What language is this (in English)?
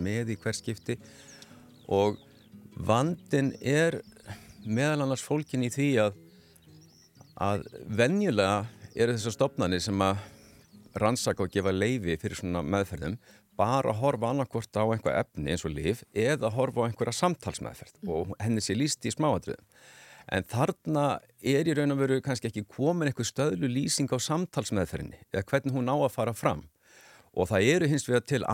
Icelandic